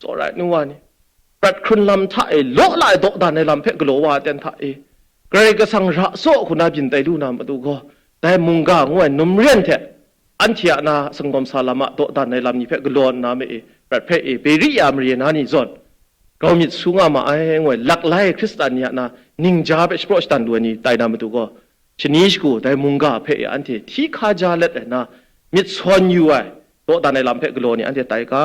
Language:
Kachin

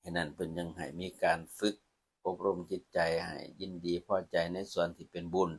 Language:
Lao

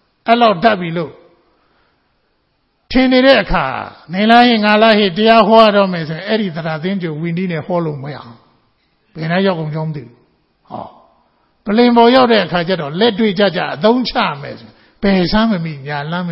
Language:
Burmese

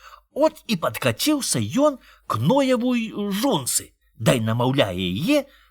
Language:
Belarusian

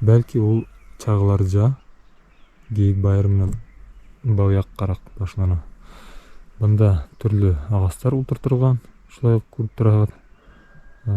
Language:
Bashkir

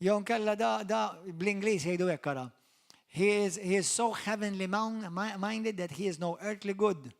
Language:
Maltese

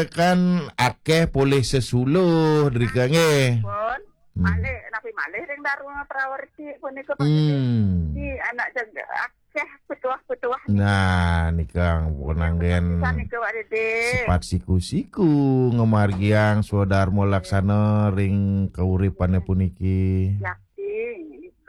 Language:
Balinese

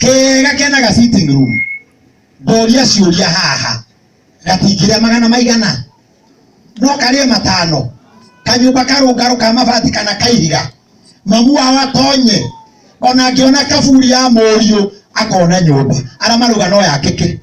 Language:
Kikuyu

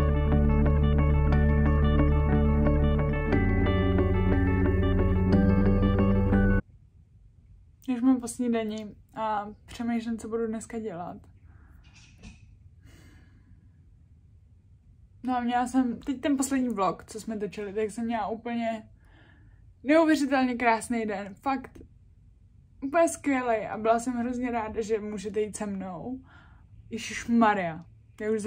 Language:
Czech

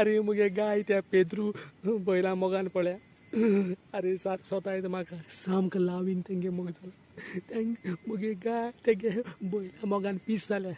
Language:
Konkani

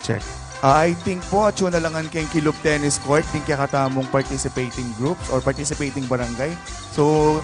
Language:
Pampanga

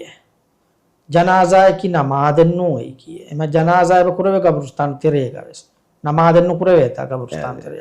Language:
Divehi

